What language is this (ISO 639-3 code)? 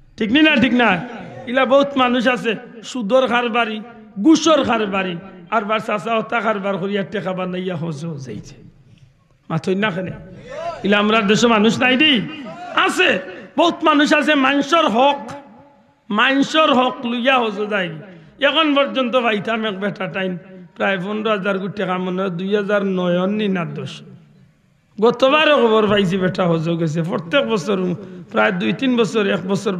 syl